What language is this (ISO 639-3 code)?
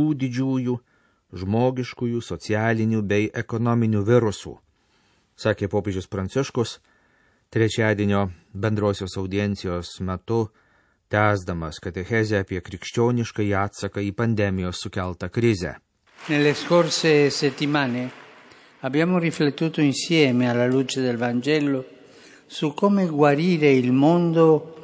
lit